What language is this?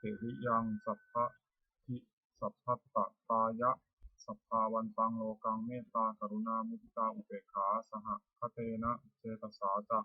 Pali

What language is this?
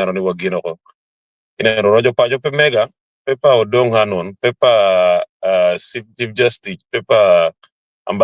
Acoli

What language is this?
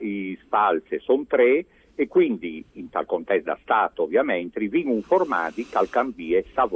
Friulian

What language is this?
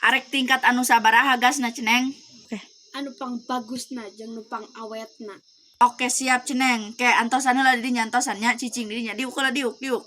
Sundanese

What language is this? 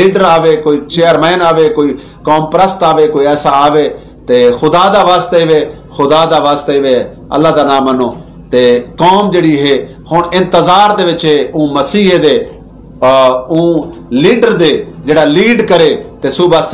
Saraiki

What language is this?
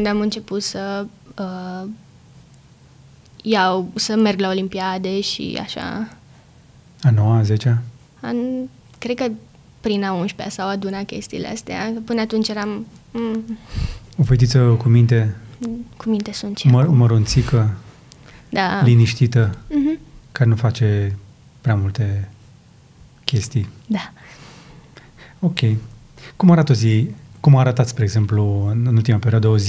Romanian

